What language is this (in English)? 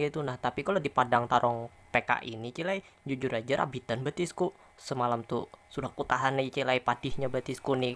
Banjar